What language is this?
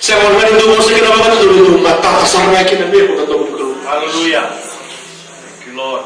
Fijian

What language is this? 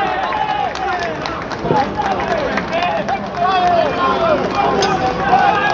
Serbian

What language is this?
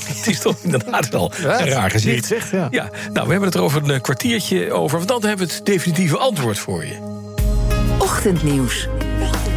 Dutch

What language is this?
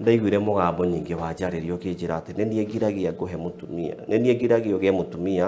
Kikuyu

